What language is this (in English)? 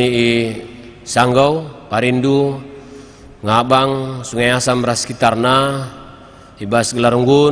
Batak Karo